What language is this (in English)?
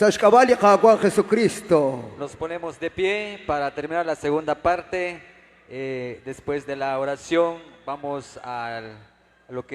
Kekchí